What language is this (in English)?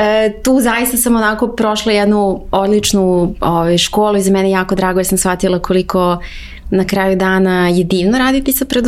Serbian